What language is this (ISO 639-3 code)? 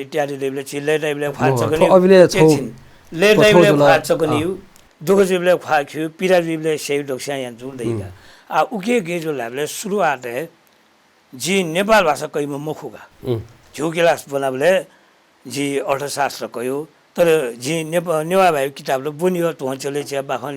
new